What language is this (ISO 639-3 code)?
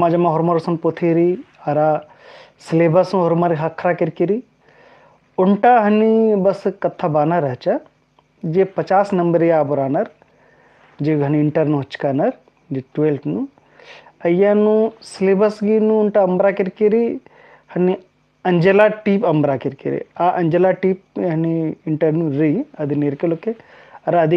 kru